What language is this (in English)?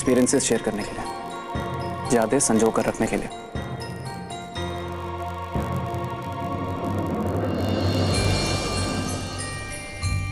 Hindi